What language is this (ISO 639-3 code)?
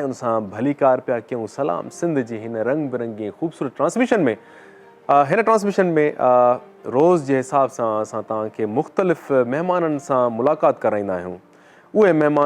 snd